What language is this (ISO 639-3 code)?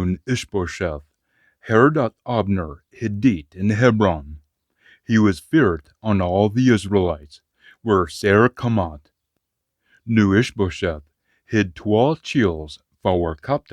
sco